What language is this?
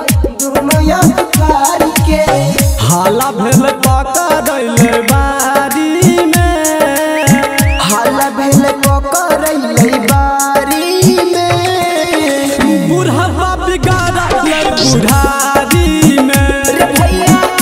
Bhojpuri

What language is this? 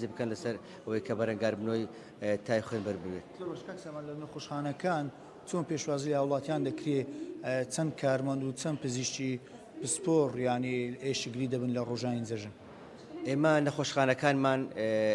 Central Kurdish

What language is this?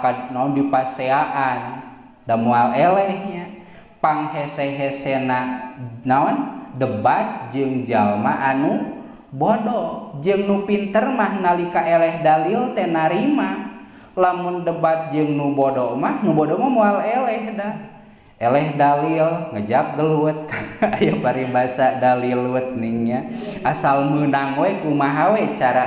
Sundanese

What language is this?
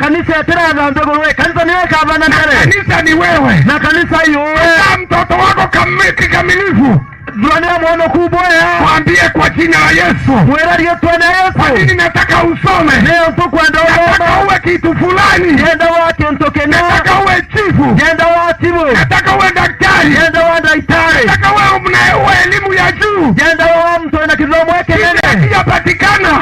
Meru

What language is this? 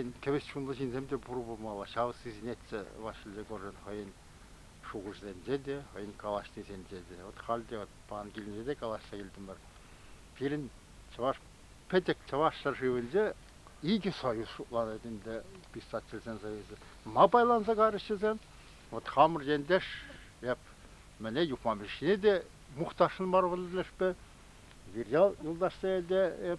Chuvash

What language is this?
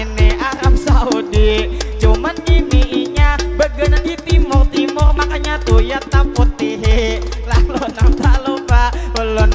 Banjar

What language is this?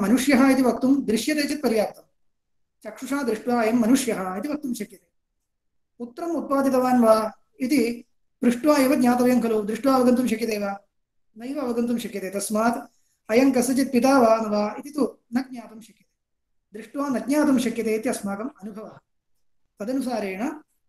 Sanskrit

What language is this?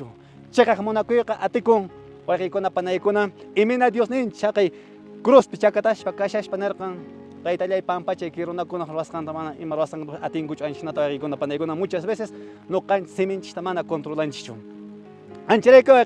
Quechua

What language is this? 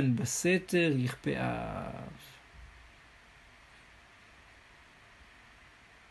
Hebrew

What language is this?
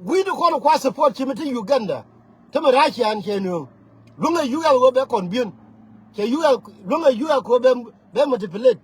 Nuer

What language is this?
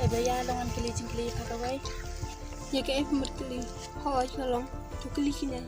Khasi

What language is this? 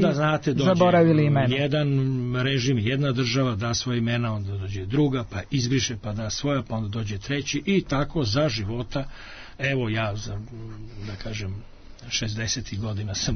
Serbian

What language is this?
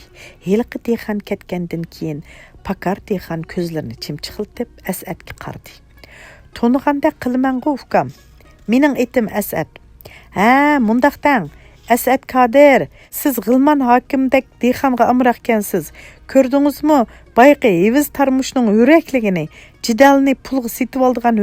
Uyghur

